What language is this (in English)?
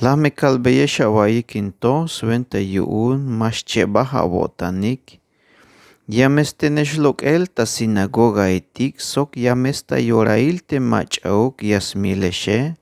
Tzeltal